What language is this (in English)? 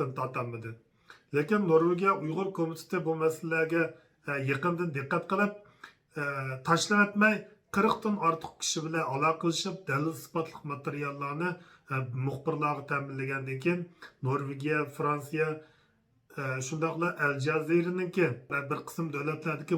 Uyghur